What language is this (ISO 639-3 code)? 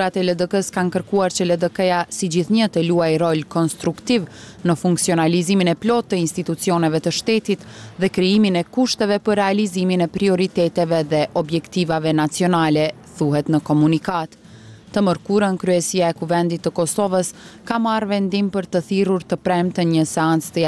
sqi